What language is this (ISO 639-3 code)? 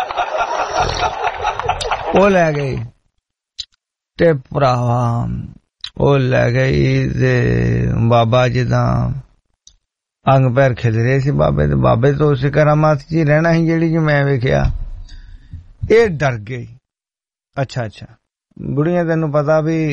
pan